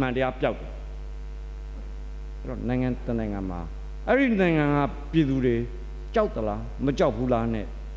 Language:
Burmese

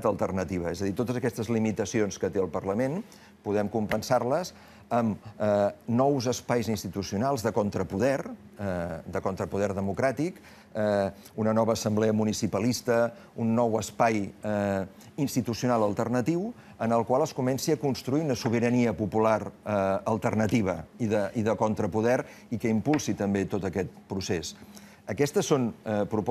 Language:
Catalan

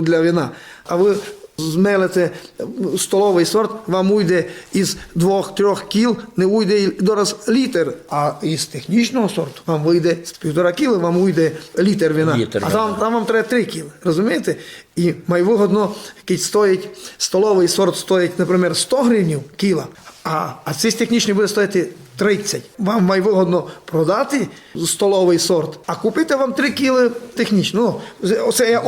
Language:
Rusyn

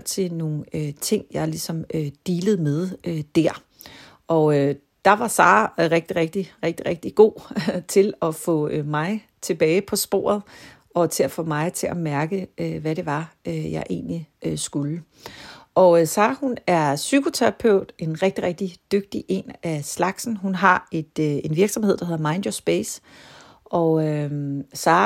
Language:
Danish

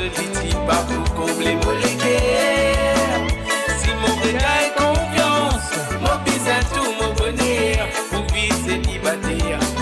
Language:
Morisyen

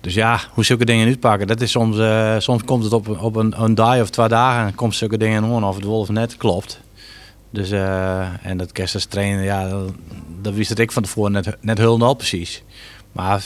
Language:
Western Frisian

